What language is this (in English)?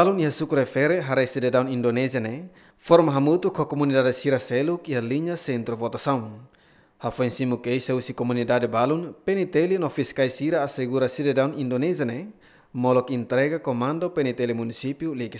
Tetum